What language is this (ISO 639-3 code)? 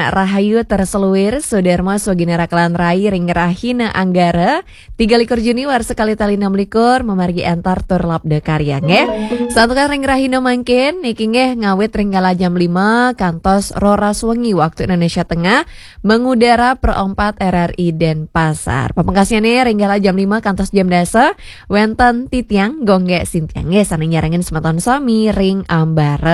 ban